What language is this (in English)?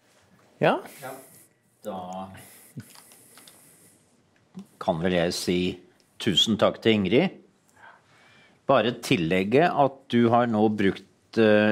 Norwegian